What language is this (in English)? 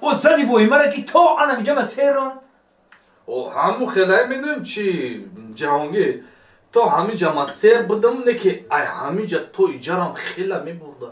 Tajik